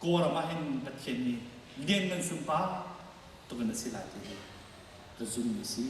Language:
Hakha Chin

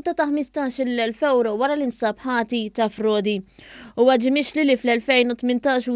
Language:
Maltese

